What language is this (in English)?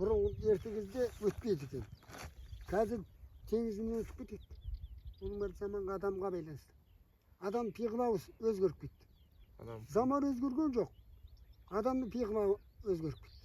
Kazakh